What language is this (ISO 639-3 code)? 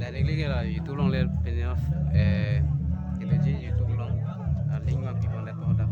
mjw